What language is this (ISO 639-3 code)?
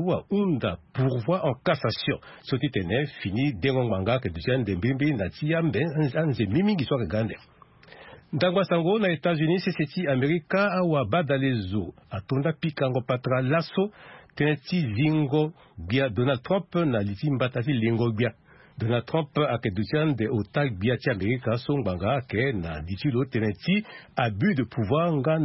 sag